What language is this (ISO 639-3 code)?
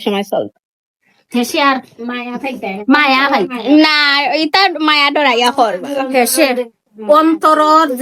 syl